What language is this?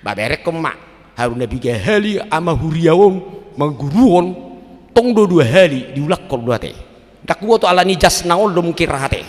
Batak Toba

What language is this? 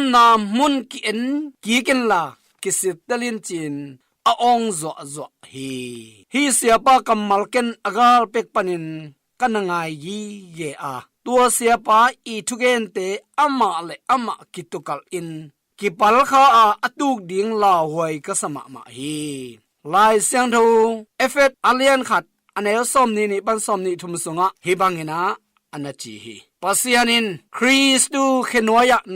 Tedim Chin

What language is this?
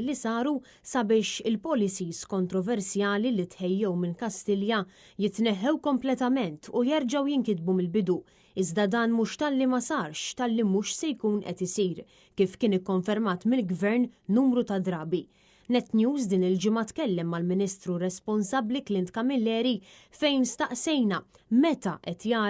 Maltese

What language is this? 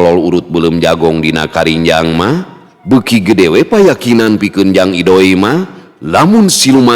Sundanese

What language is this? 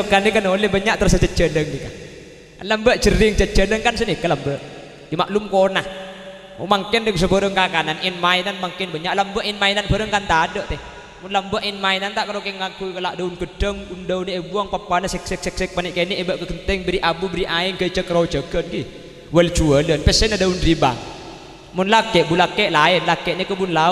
Madurese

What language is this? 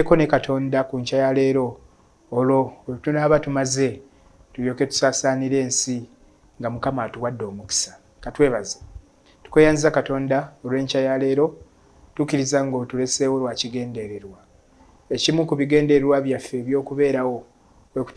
Ganda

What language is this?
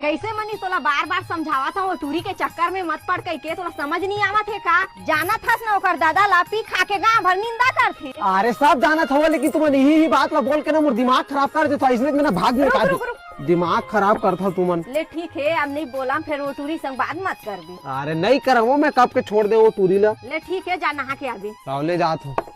Chhattisgarhi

